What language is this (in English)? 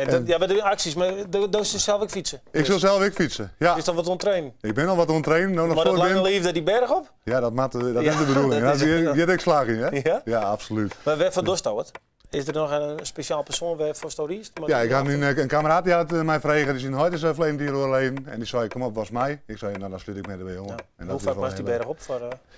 Western Frisian